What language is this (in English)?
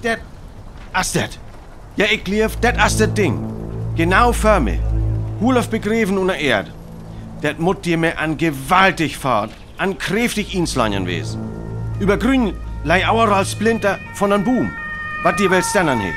Northern Frisian